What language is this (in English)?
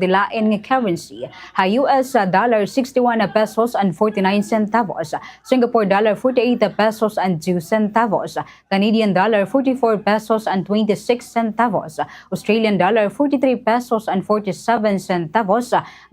Waray